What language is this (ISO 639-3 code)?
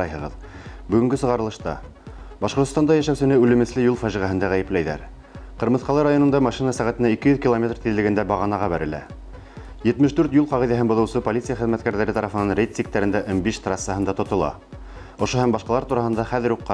bak